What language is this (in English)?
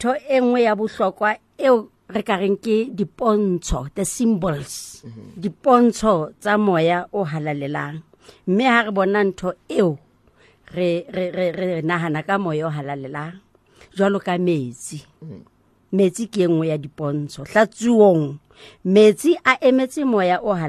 Southern Sotho